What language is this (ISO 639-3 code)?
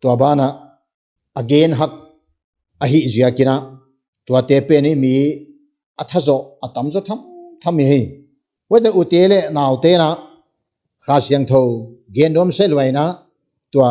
pck